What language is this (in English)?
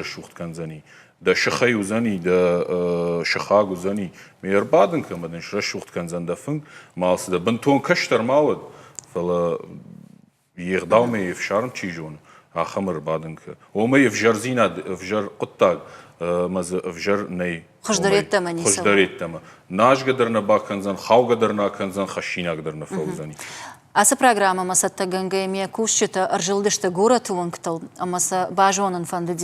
Ossetic